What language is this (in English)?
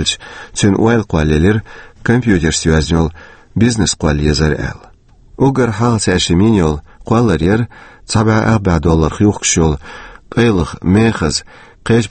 Chechen